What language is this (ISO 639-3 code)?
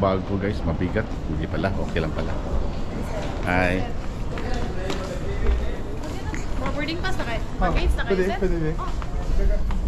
fil